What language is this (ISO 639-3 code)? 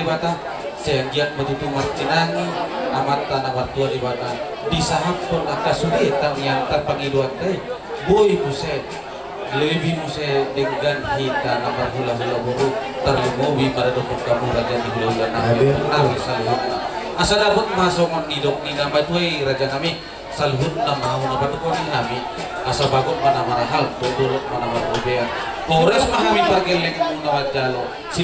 bbc